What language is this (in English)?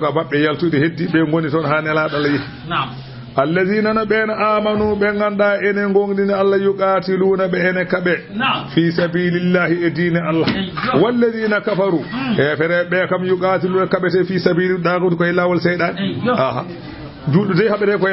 Fula